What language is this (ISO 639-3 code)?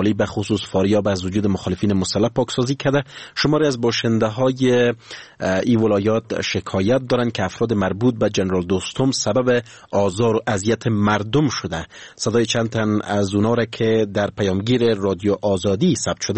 fas